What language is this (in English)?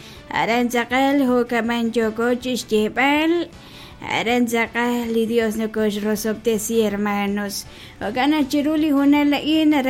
Kekchí